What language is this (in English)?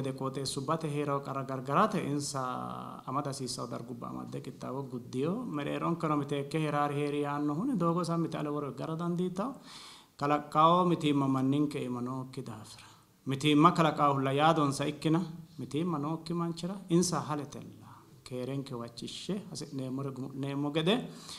Sidamo